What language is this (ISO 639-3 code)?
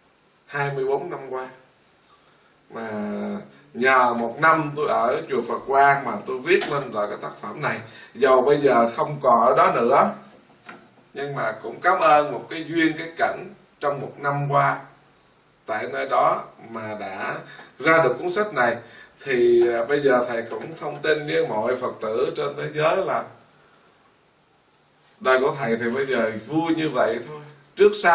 vie